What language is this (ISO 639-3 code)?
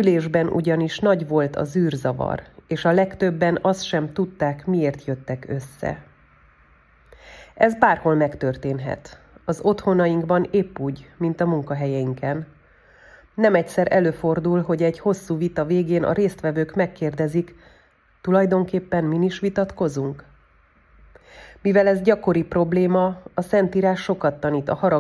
hun